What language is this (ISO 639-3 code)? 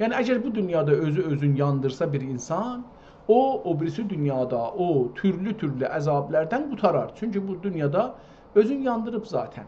azb